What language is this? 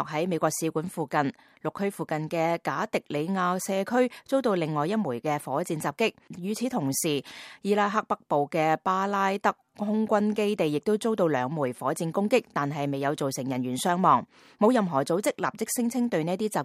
Cantonese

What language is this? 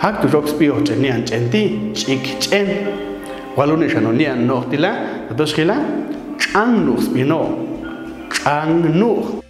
Popti'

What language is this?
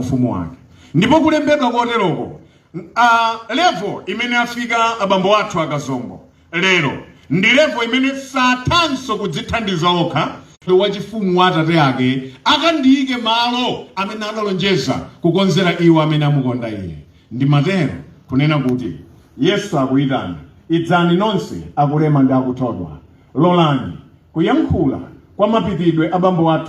Nyanja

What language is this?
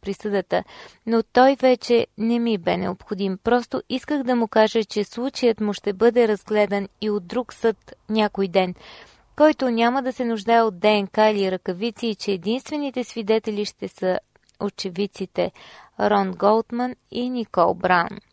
Bulgarian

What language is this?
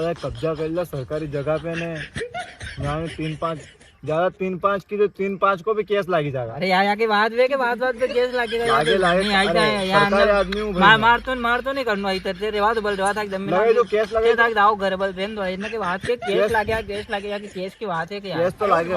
Rajasthani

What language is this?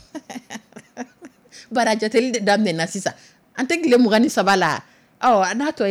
Dyula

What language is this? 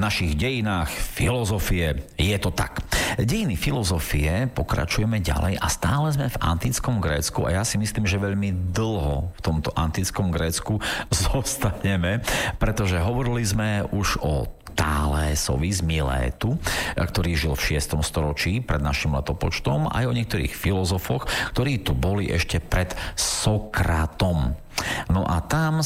Slovak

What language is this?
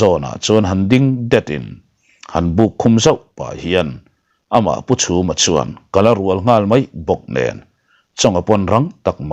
Mizo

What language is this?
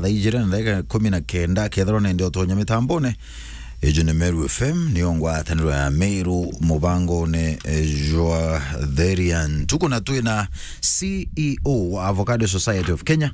Meru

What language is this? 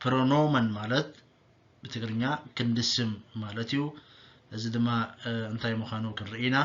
Tigrinya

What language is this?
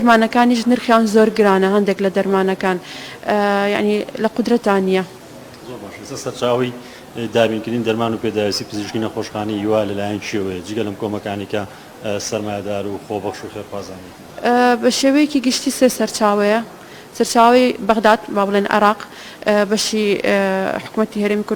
Central Kurdish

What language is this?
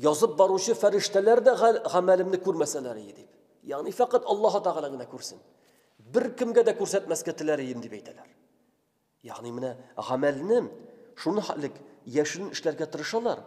Tatar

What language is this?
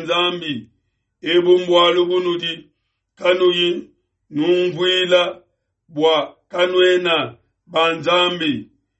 Luba-Lulua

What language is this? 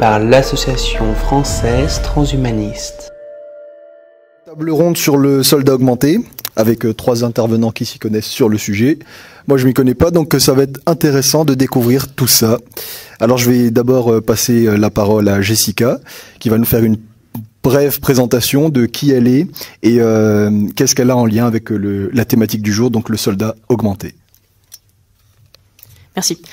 French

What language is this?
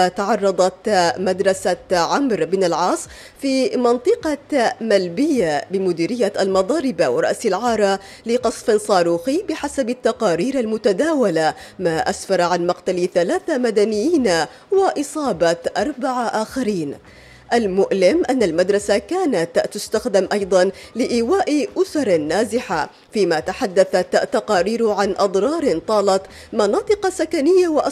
Arabic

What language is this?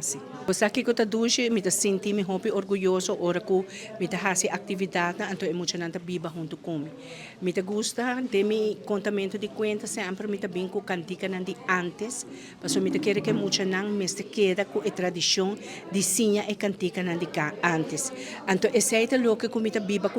Papiamento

